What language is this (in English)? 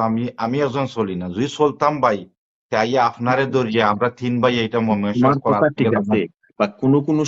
Sylheti